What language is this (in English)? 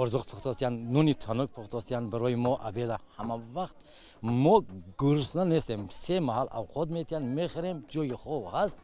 Tajik